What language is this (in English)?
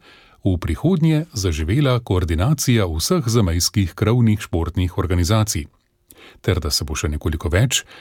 Slovenian